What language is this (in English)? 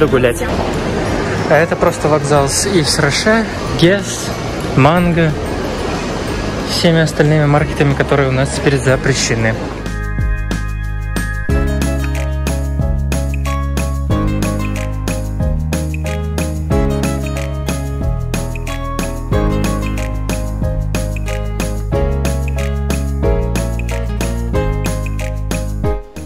Russian